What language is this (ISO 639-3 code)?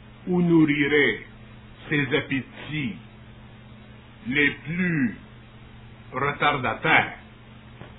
fra